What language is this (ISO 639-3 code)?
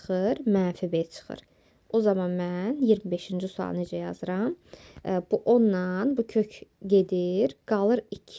aze